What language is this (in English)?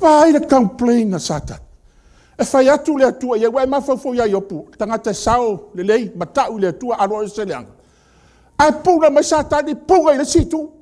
Samoan